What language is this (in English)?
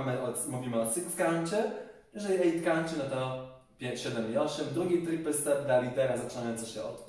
Polish